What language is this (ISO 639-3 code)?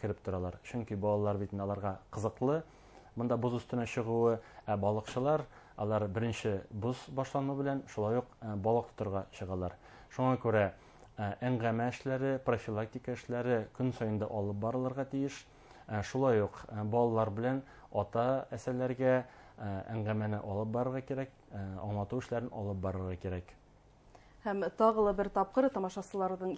bak